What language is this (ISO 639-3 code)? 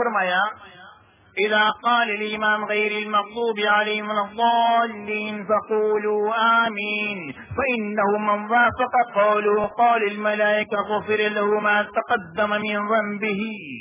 urd